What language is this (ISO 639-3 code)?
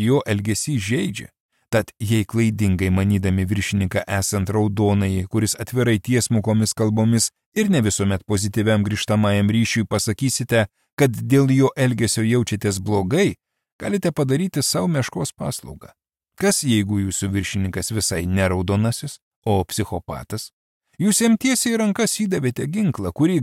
lit